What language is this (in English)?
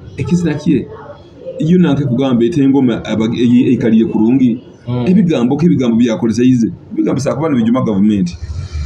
Nyoro